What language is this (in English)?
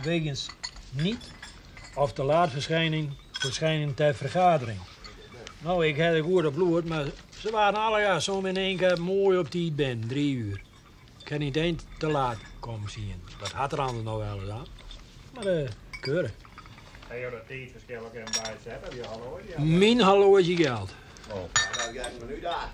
Western Frisian